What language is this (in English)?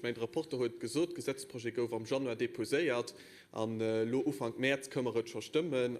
Luxembourgish